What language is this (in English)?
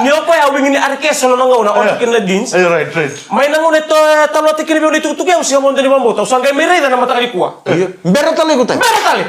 Fijian